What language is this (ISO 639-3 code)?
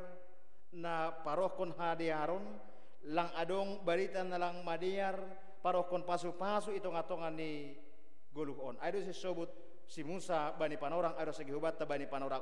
bts